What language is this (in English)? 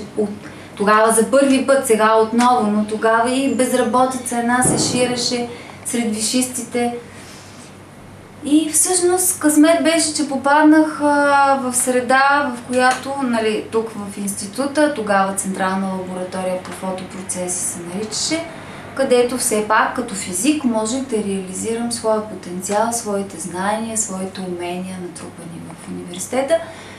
Bulgarian